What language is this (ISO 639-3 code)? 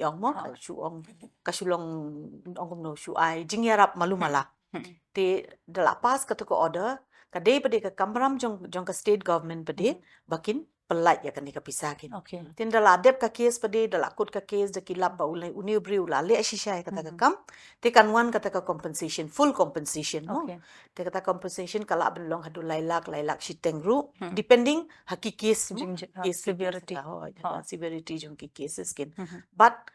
kha